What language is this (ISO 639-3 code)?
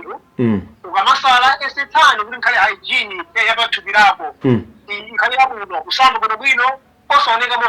nya